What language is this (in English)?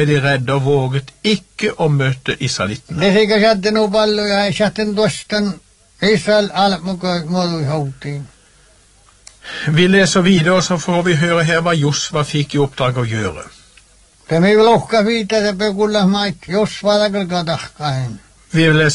Norwegian